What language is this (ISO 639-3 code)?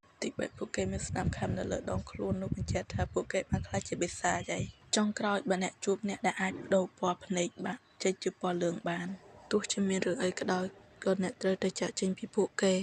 khm